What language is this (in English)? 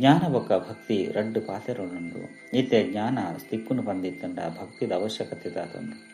Tulu